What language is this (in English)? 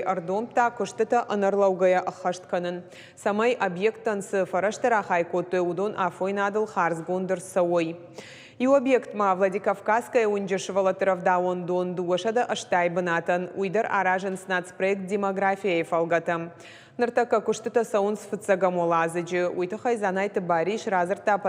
Ossetic